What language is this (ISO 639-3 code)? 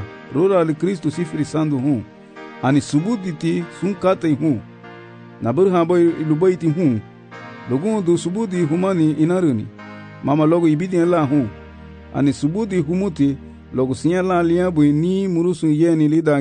cab